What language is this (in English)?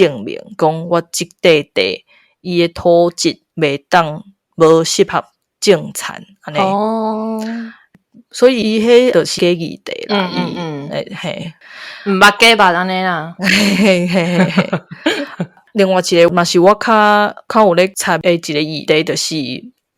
Min Nan Chinese